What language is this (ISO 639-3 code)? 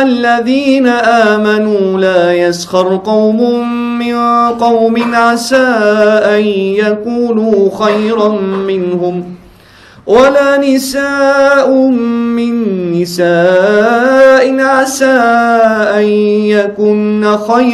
msa